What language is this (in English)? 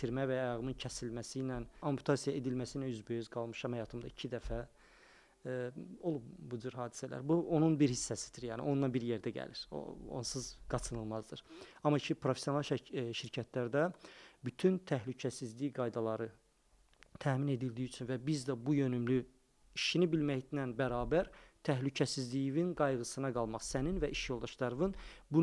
Azerbaijani